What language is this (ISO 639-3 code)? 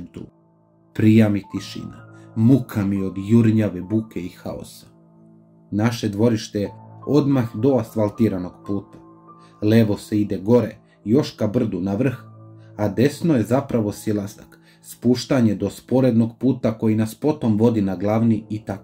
srp